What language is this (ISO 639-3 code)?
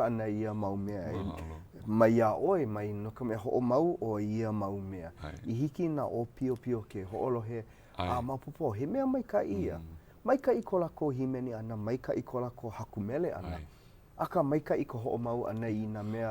haw